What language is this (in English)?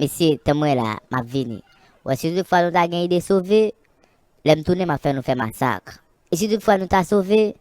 Haitian Creole